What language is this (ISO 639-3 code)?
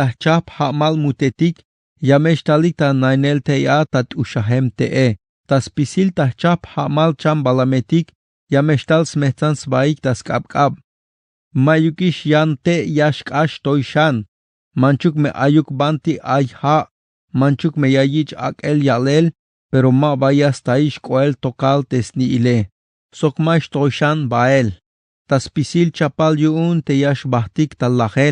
tzh